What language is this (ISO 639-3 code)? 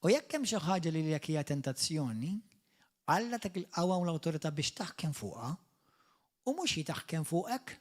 mlt